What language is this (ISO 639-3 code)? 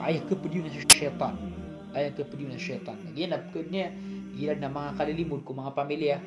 mrw